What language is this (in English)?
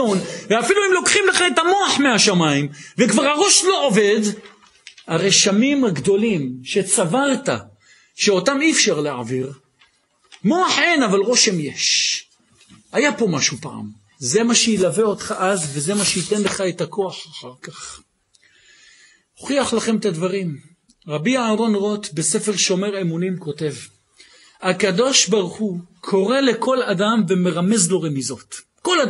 Hebrew